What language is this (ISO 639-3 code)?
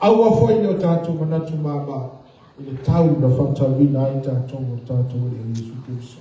smo